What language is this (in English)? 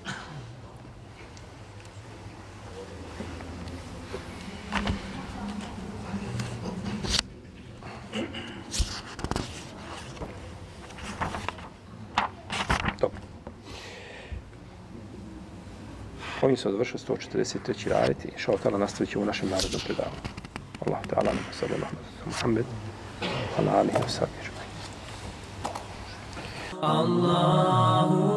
Bosnian